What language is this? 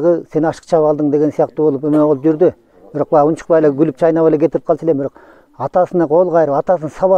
Kyrgyz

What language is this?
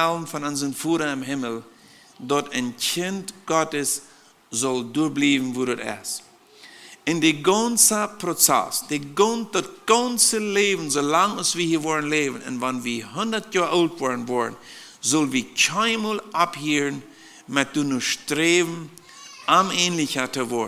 Plautdietsch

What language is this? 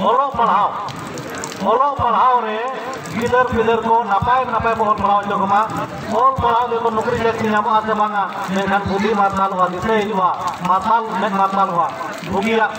Santali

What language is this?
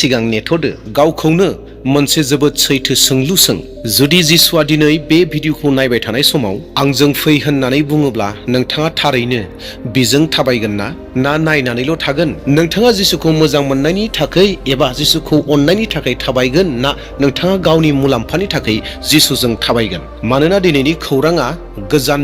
Bodo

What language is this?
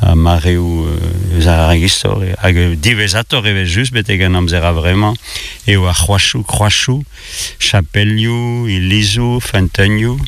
Breton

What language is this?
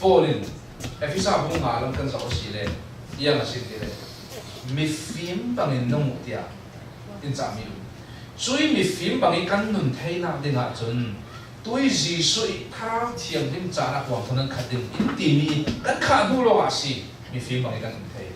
Falam Chin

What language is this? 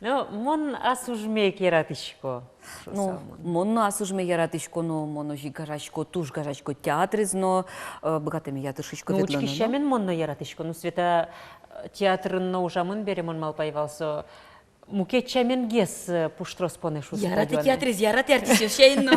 Udmurt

